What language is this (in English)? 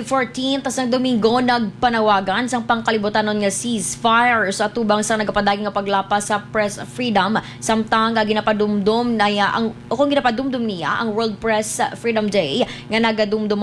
Hiligaynon